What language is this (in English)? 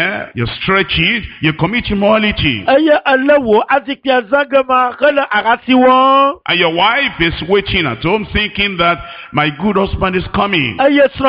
Ewe